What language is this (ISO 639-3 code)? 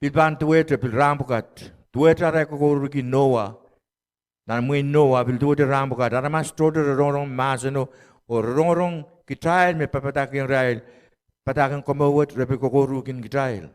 pon